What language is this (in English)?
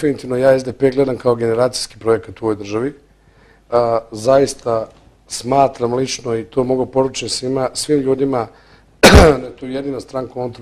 Bosnian